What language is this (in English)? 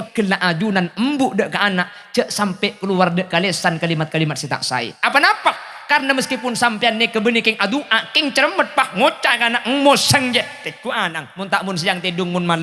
Madurese